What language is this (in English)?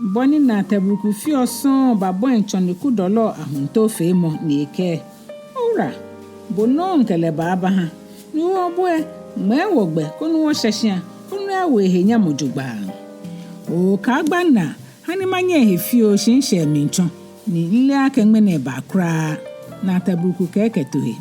Ga